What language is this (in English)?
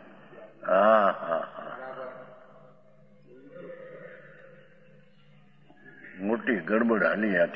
Gujarati